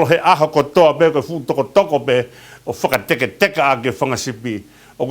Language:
Tongan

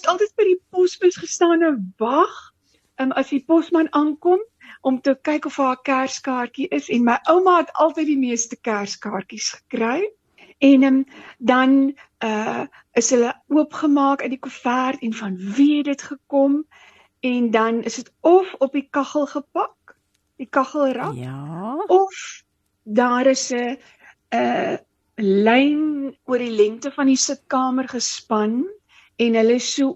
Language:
Afrikaans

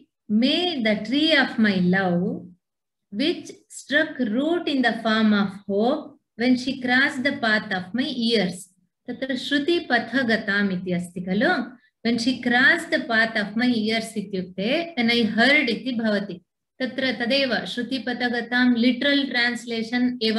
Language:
Sanskrit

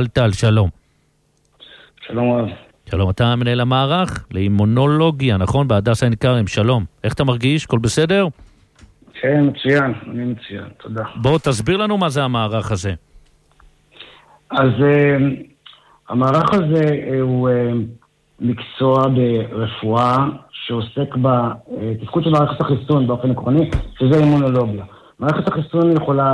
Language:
Hebrew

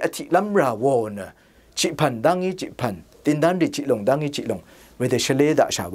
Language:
Rawang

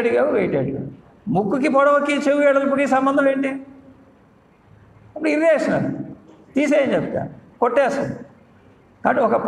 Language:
Telugu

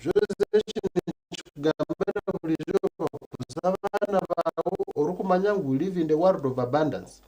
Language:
Nyankole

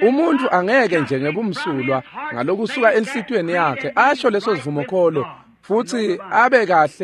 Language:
Swati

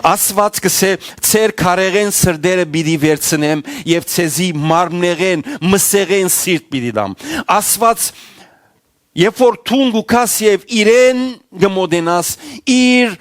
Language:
Western Armenian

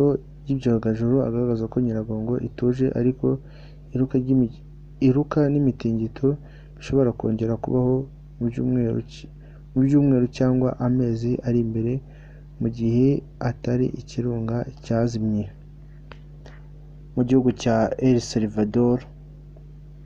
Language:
Kinyarwanda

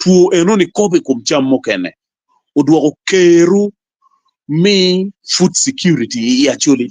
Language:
Acoli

